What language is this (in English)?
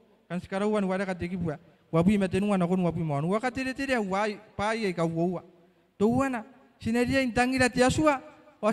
Gilbertese